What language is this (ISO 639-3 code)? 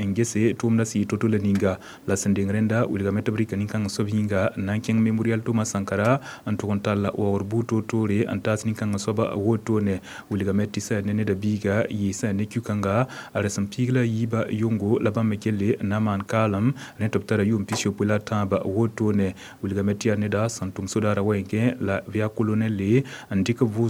mos